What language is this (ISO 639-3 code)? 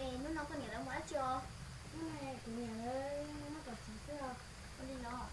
hmn